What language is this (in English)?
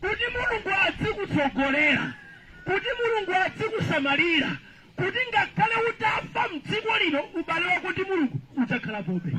Nyanja